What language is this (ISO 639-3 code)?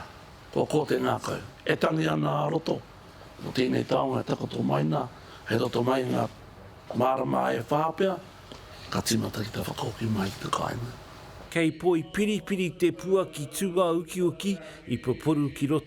mri